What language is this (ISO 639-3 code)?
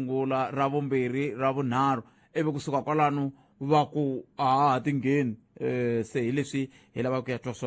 tso